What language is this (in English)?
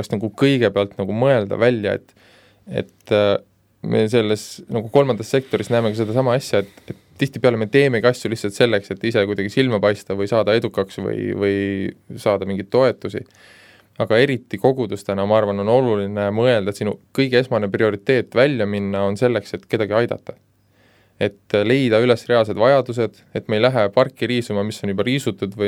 Estonian